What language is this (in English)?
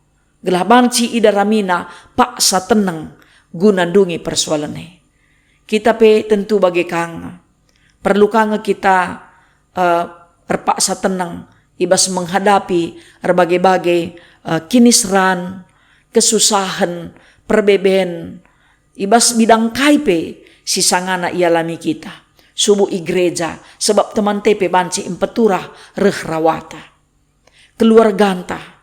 Batak Karo